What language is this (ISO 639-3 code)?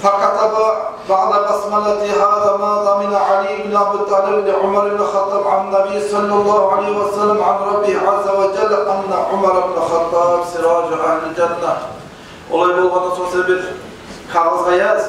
kum